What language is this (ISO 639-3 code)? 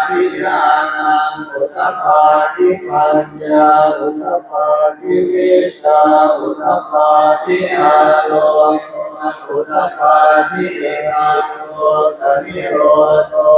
pli